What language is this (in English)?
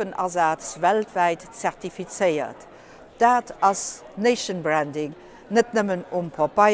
Luxembourgish